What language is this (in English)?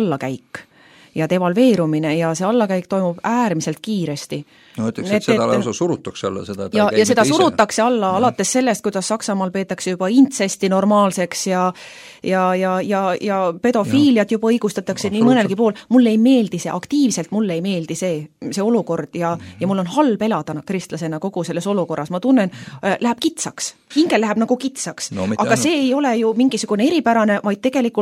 Estonian